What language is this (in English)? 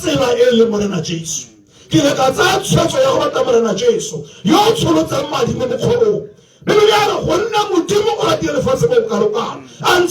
Tswana